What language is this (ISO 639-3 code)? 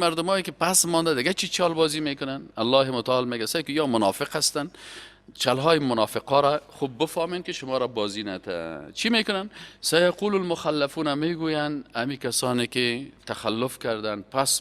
fas